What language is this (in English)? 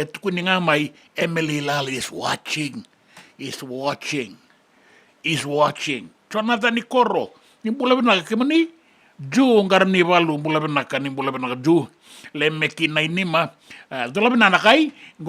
Fijian